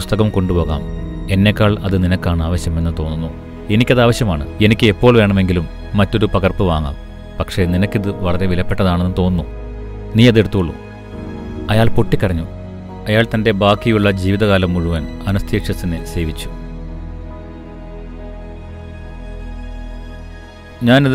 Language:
Malayalam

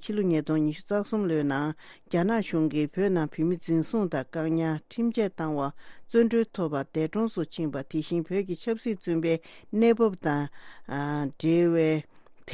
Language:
Tibetan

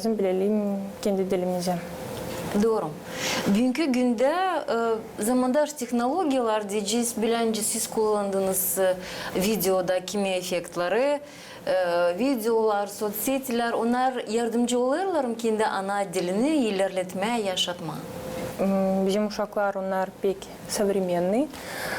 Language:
Gagauz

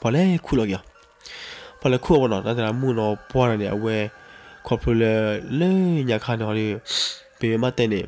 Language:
S'gaw Karen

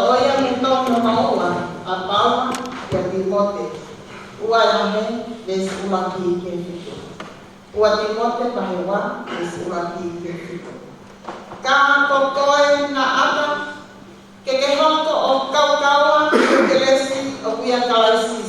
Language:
Tongan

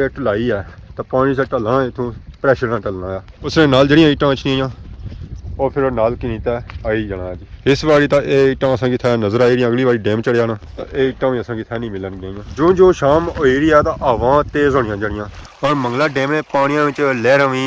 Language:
Pahari-Potwari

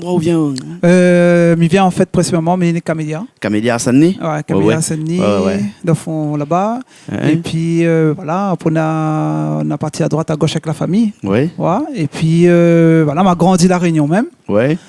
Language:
Réunion Creole French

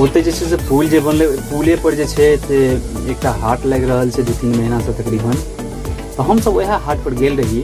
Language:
Maithili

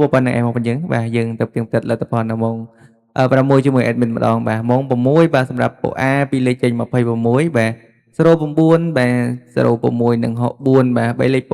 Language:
Khmer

